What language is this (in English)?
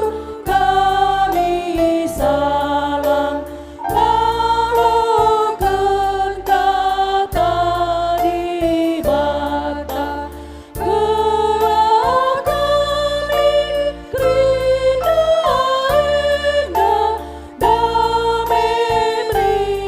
Batak Karo